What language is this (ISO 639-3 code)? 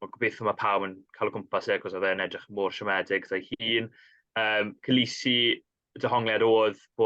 cym